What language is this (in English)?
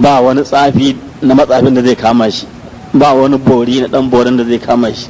Hausa